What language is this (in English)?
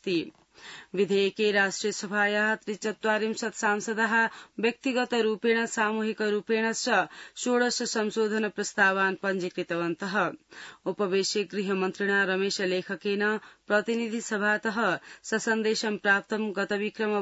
Sanskrit